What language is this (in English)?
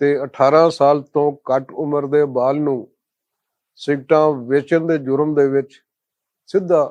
Western Panjabi